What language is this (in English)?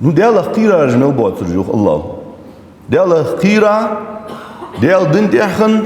Ingush